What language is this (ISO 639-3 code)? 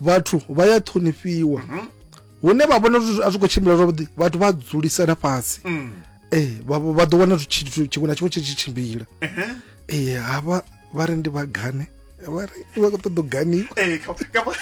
ven